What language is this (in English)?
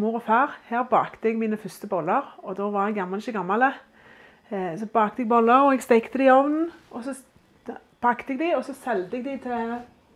Norwegian